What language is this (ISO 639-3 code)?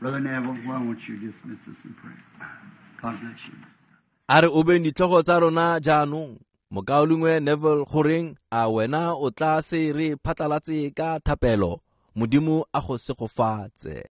tsn